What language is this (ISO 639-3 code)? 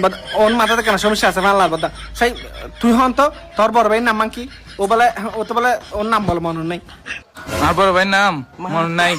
rhg